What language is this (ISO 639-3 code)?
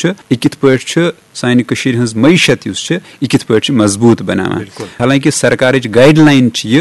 kas